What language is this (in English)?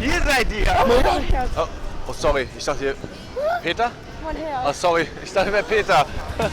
Swiss German